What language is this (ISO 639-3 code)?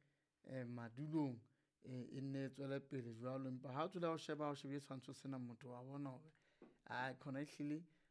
sot